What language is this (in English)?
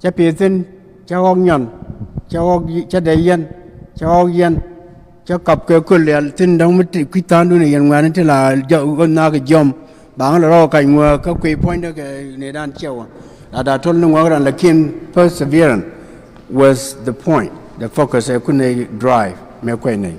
Nuer